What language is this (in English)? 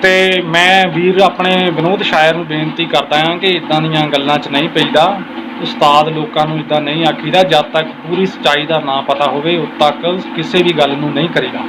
Saraiki